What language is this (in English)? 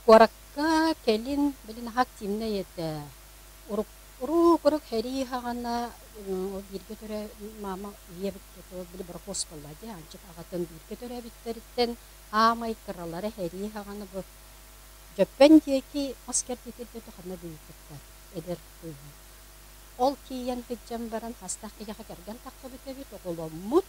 Yakut